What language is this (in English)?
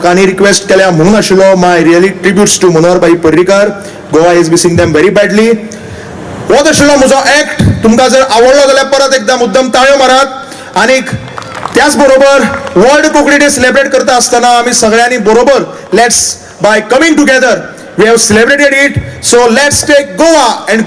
Konkani